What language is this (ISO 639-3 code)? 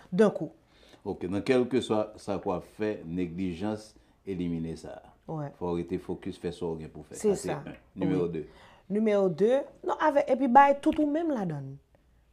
hat